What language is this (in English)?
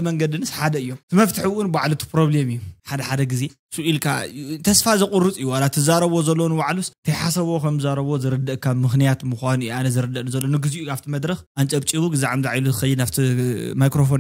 Tigrinya